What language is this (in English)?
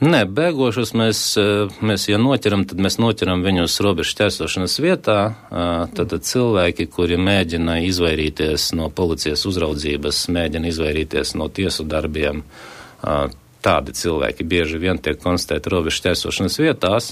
Latvian